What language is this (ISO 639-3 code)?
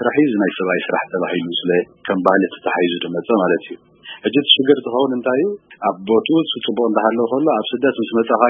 tir